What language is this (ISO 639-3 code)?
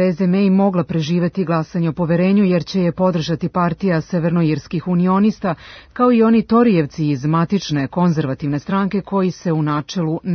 srp